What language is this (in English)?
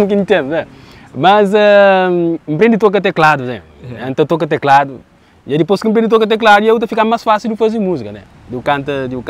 Kabuverdianu